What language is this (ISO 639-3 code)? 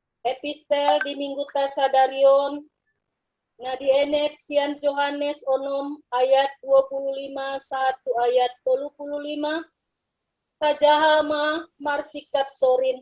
bbc